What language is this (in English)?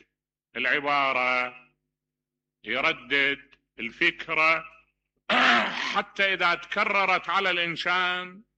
Mesopotamian Arabic